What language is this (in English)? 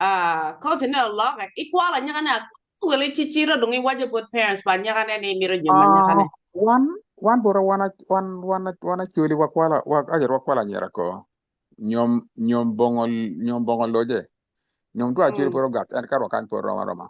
Acoli